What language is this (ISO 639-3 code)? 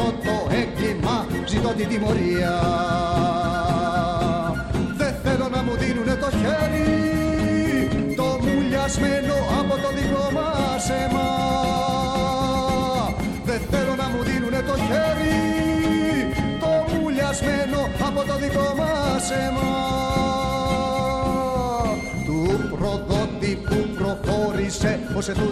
ell